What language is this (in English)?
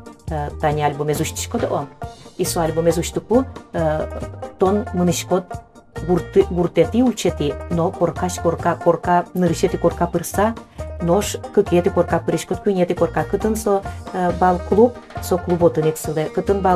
Udmurt